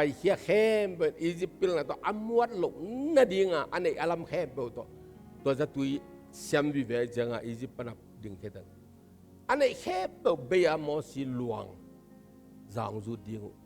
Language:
Tedim Chin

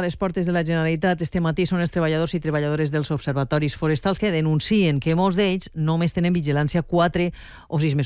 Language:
Catalan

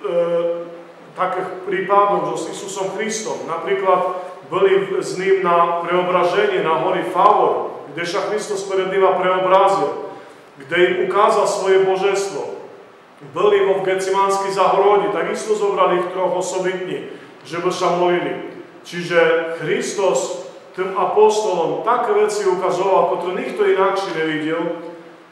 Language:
Slovak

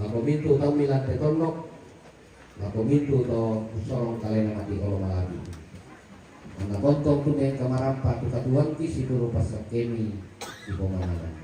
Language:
Toraja-Sa'dan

